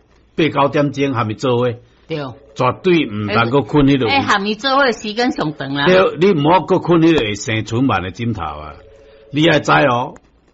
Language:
Min Nan Chinese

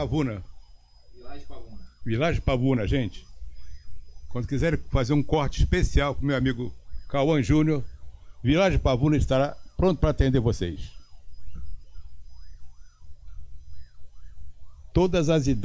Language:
Portuguese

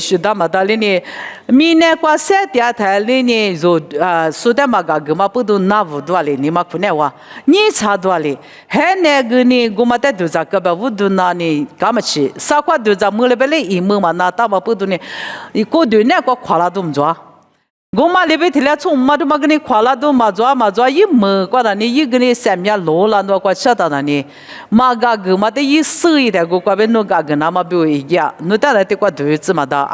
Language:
Lisu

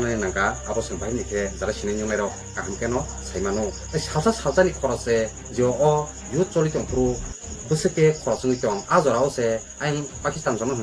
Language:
Kok Borok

